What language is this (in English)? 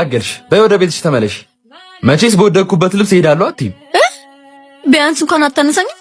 Amharic